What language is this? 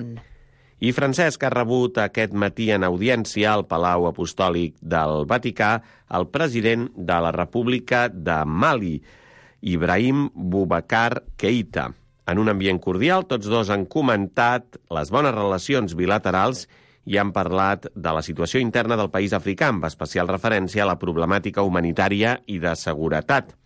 Catalan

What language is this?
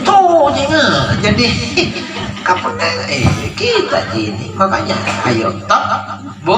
Makasar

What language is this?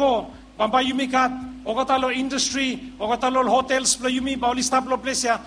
Bislama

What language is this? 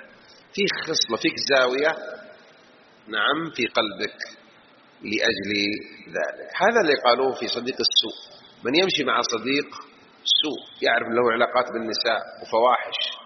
Arabic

